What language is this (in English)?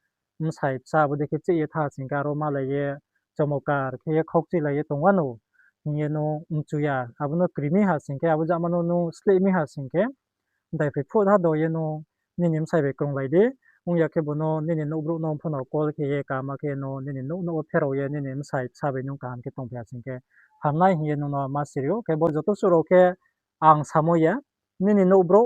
Riang (India)